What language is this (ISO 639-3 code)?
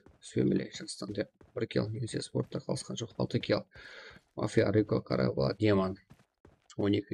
kaa